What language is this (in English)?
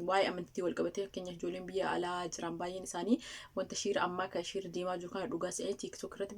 Oromo